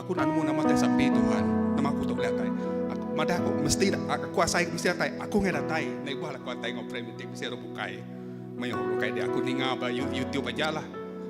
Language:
Iban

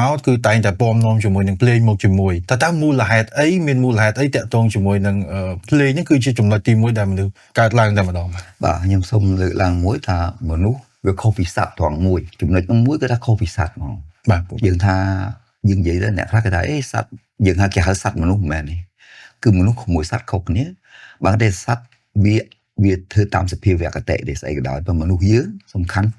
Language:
Khmer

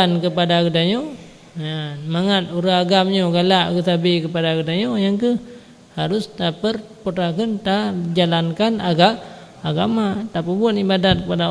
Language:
Achinese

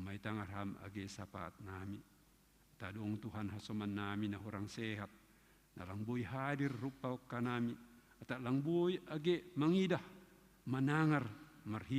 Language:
Batak Simalungun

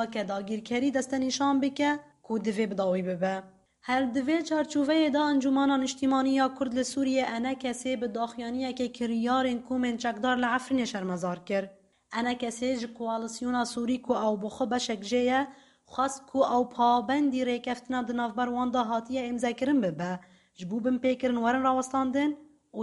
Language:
Kurdish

